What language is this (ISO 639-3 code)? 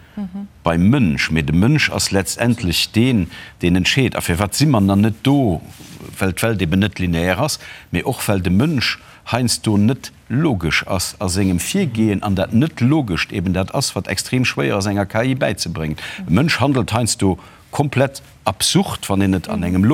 ltz